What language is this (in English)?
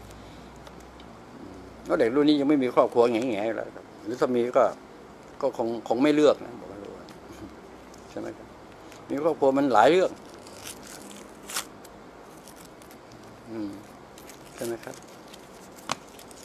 Thai